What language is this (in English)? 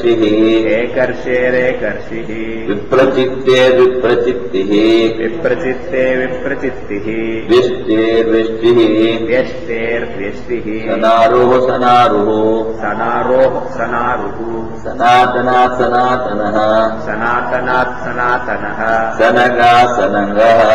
Sanskrit